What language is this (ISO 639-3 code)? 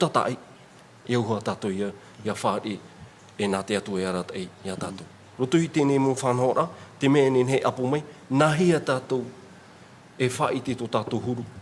tah